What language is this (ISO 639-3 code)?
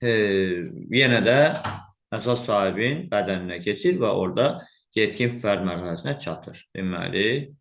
aze